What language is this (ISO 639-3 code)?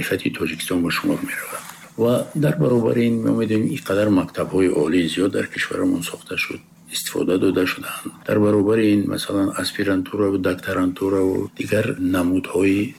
tgk